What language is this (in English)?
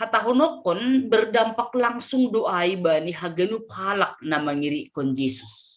Batak Simalungun